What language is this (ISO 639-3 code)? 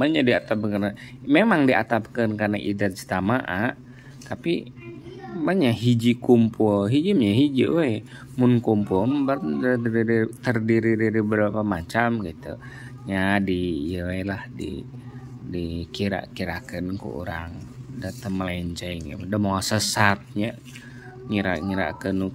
sun